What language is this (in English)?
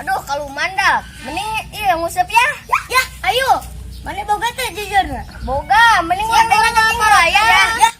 Sundanese